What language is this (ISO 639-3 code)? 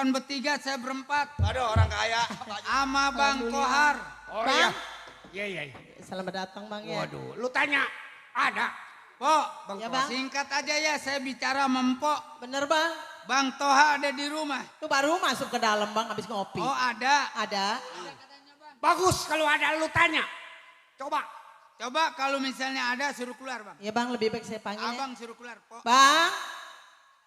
bew